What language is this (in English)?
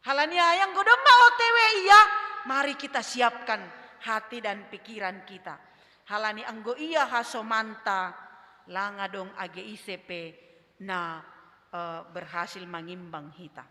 Batak Simalungun